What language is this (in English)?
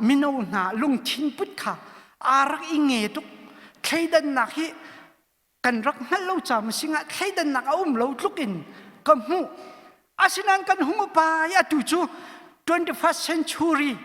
Hakha Chin